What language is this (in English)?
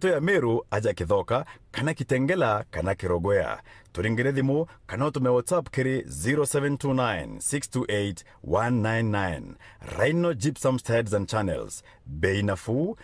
Meru